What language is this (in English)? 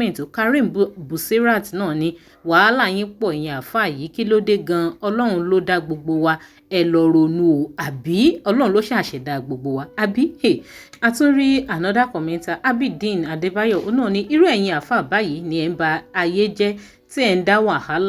Yoruba